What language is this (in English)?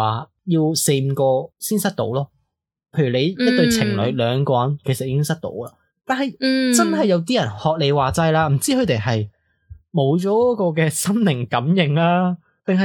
Cantonese